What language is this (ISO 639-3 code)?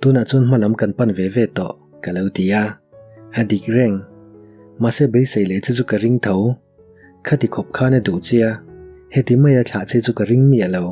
lus